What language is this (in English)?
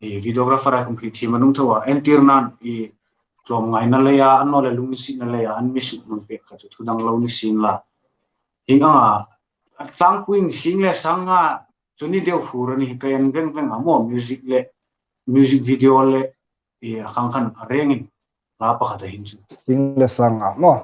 Hmar